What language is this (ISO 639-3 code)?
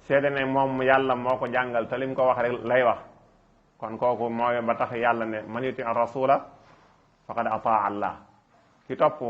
wol